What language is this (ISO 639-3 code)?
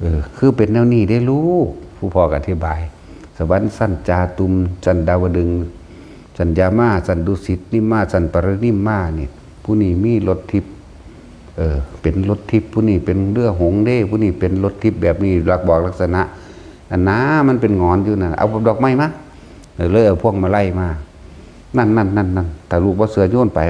tts